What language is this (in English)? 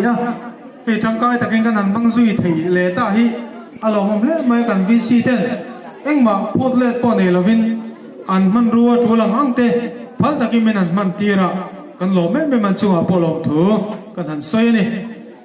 Hmar